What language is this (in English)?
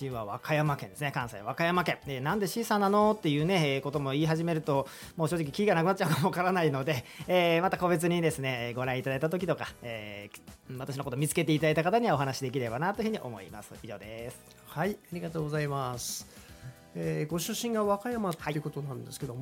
Japanese